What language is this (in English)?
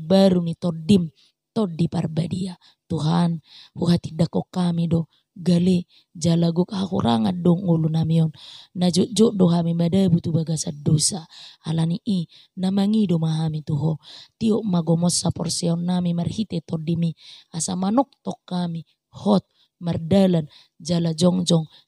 Batak Toba